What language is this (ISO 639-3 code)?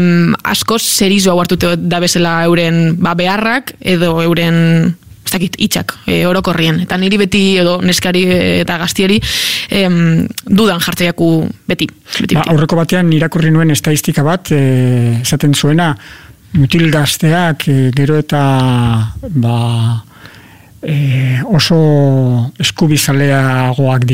eus